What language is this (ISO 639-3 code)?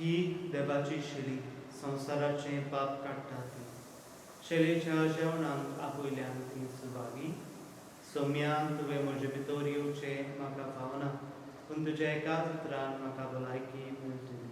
kok